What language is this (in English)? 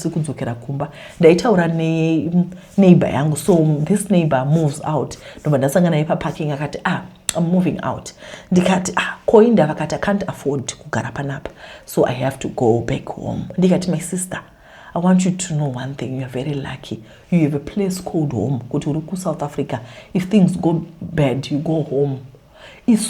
Shona